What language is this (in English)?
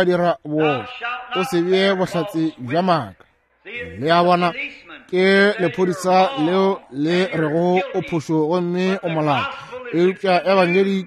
Northern Sotho